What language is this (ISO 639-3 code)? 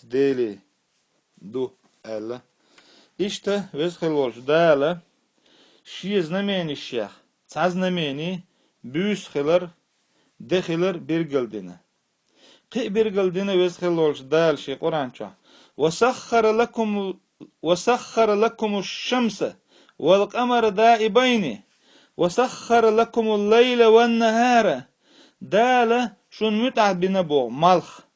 che